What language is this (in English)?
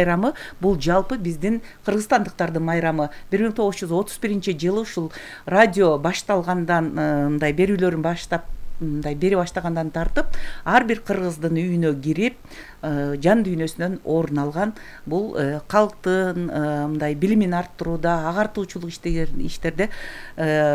Kyrgyz